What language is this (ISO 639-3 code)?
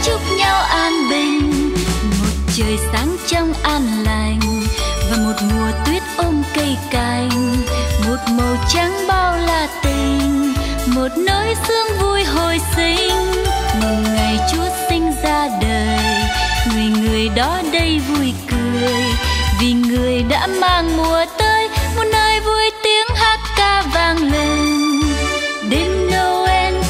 vie